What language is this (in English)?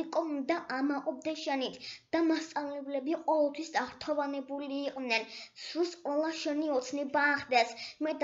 Georgian